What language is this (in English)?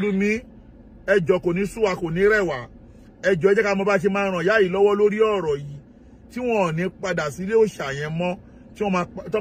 Yoruba